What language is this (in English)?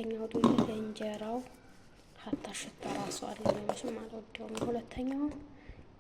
Amharic